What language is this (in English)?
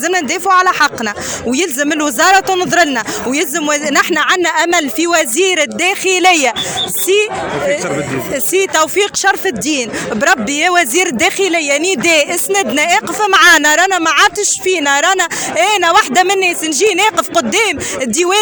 Tunisian Arabic